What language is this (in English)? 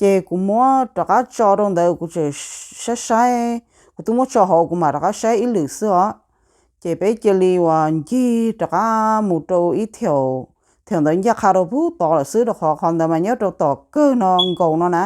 Hmong